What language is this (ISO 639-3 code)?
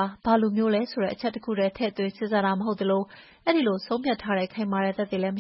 mya